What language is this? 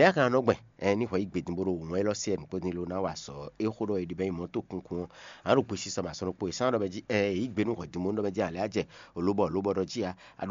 Fon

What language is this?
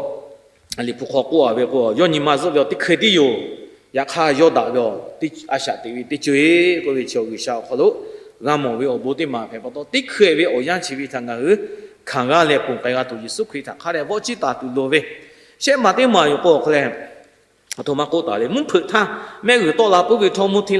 Lahu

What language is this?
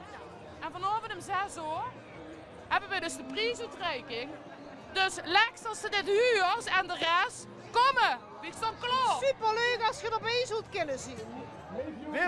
Limburgish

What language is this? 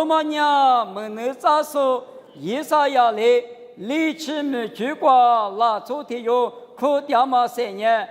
Lisu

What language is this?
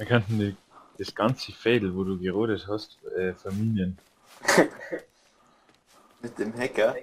Bavarian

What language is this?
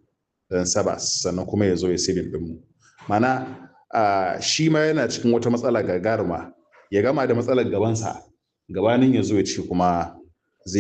Hausa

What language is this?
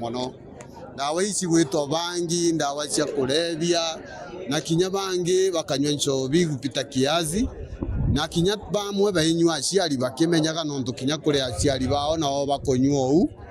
Meru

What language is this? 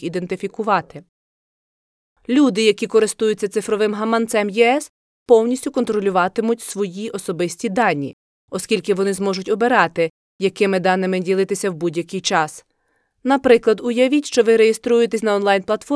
Ukrainian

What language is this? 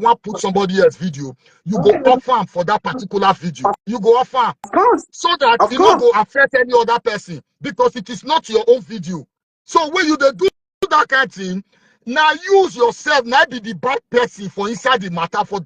Nigerian Pidgin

